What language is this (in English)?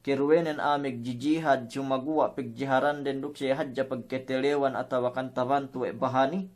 Yakan